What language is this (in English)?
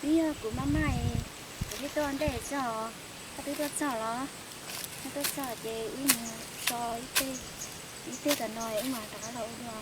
Hmong